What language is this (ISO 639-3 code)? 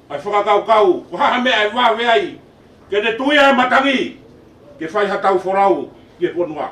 ton